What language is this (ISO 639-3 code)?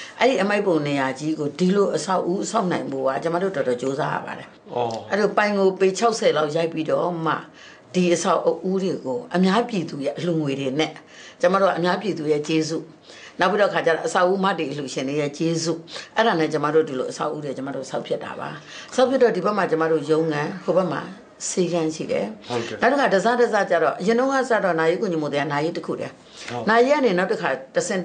mya